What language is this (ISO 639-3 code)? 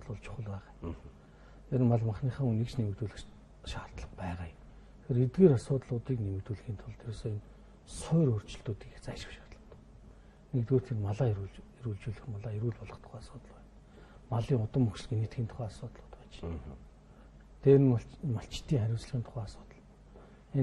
mon